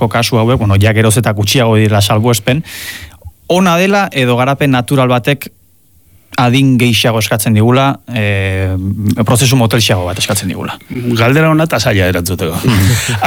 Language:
Basque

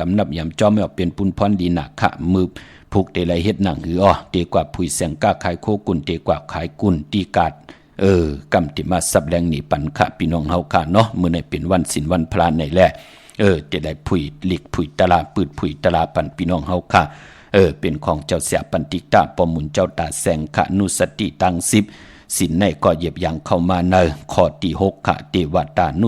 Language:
Shan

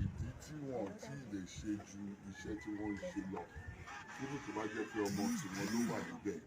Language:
Yoruba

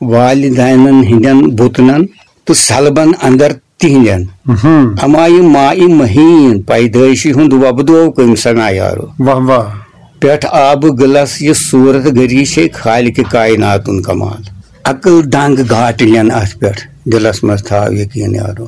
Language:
Kashmiri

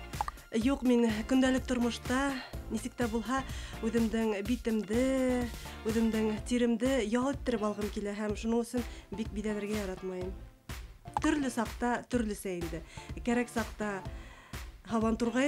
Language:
Bashkir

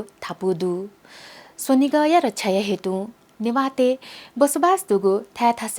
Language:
Newari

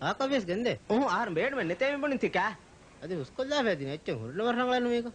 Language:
Divehi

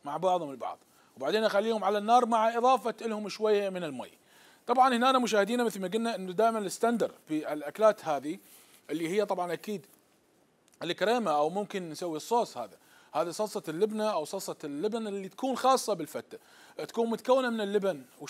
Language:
Mesopotamian Arabic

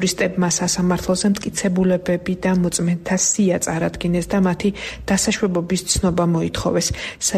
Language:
Georgian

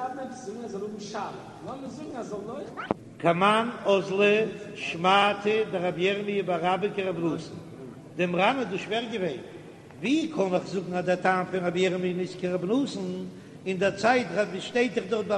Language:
Yiddish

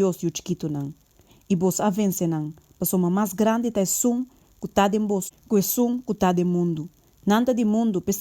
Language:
Papiamento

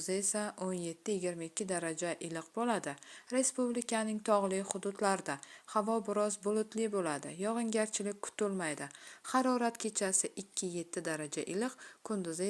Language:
Uzbek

